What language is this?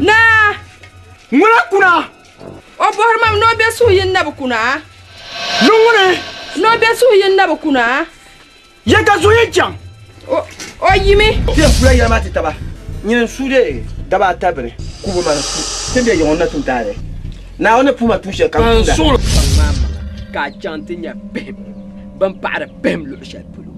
Dagbani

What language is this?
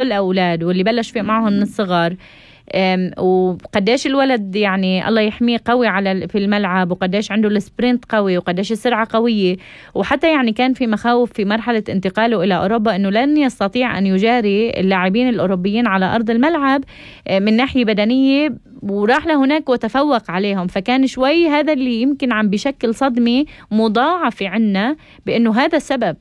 North Levantine Arabic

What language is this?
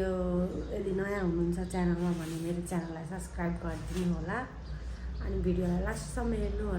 Nepali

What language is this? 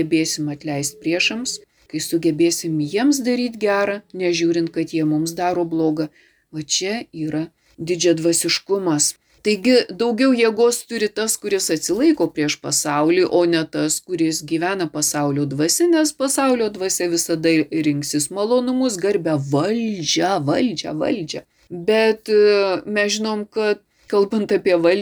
Lithuanian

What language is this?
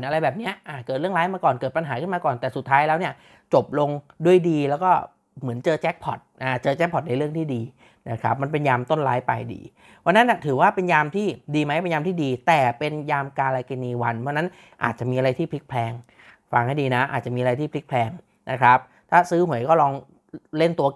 Thai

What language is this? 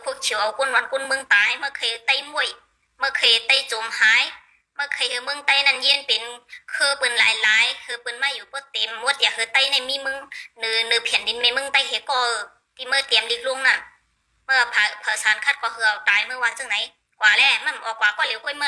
Shan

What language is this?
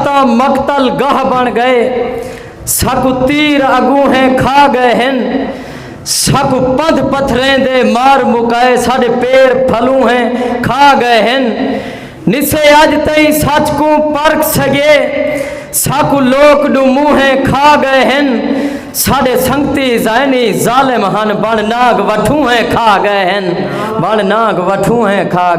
Saraiki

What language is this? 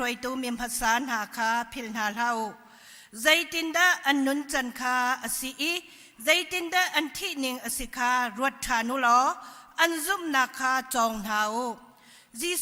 Hakha Chin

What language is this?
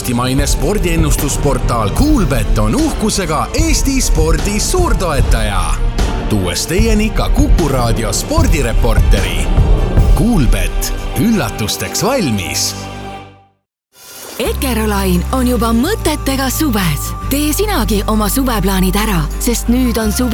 Estonian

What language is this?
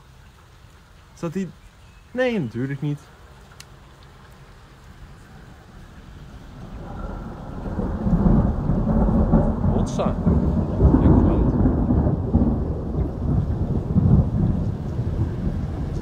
Dutch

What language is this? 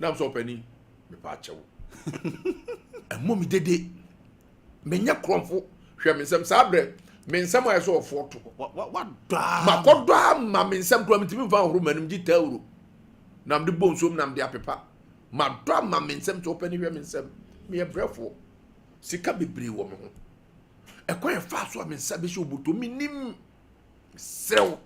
Akan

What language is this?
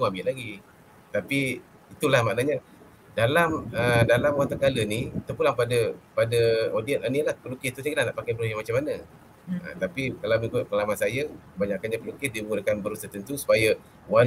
Malay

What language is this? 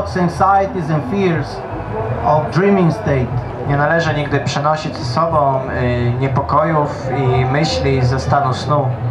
Polish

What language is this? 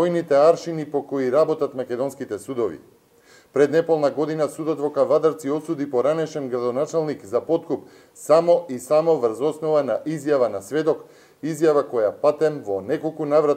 Macedonian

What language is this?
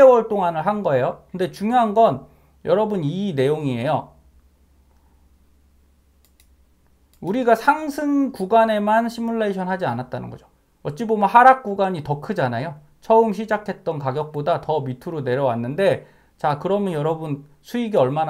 Korean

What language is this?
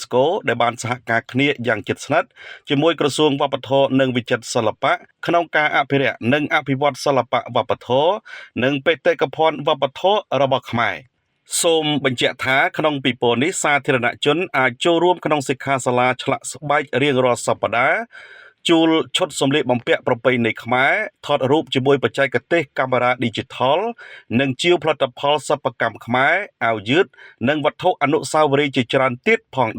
Khmer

